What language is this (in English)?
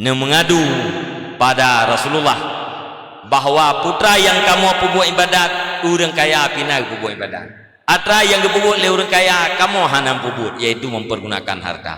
Achinese